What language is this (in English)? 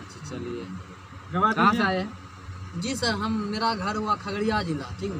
Maithili